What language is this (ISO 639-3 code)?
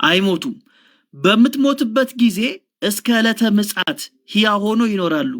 amh